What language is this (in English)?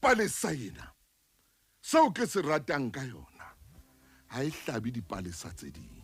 Southern Sotho